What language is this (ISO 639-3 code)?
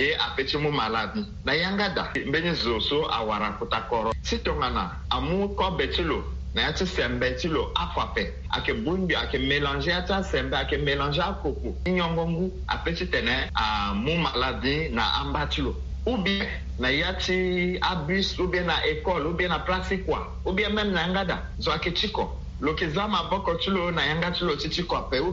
sag